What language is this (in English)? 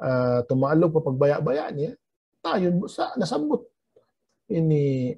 Tausug